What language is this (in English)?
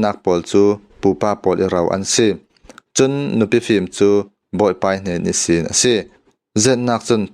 Falam Chin